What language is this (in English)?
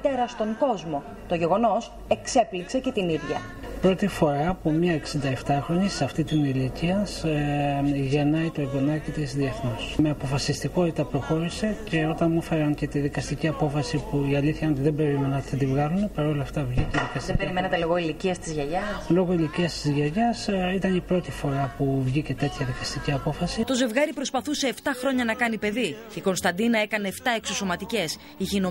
Greek